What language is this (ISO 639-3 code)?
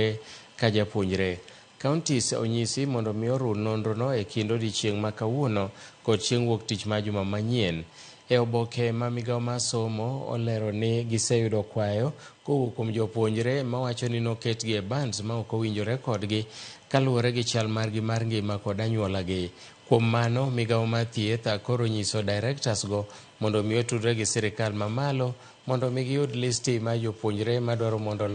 luo